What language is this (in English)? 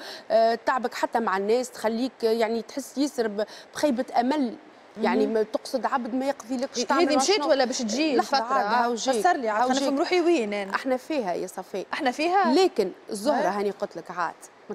Tunisian Arabic